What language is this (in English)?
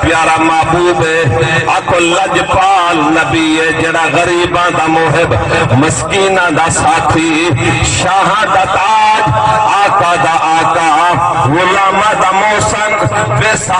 Saraiki